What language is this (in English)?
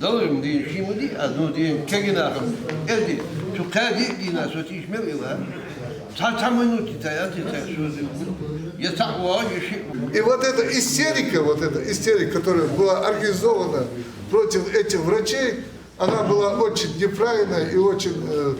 Ingush